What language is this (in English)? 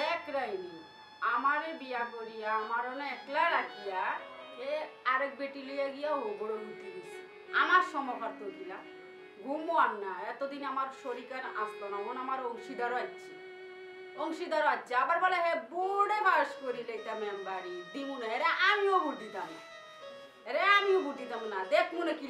Sylheti